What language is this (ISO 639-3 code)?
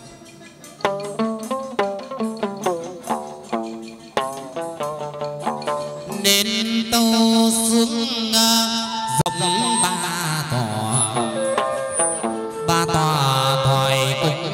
vie